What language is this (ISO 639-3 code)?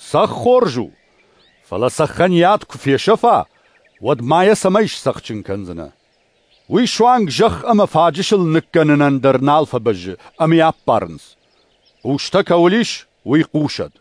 oss